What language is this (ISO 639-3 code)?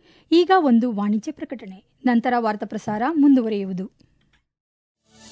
kan